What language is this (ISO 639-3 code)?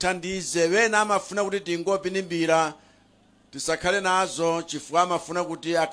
nya